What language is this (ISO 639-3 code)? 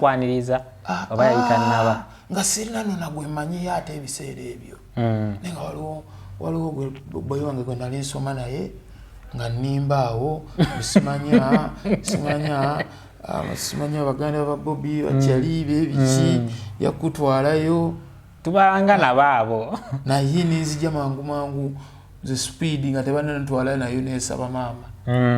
lug